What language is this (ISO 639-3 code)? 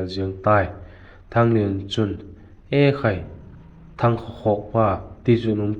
vap